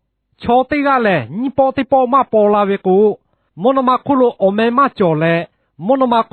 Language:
Lahu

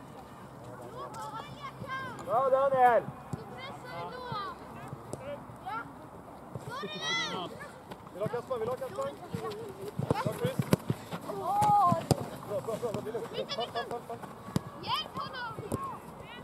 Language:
Swedish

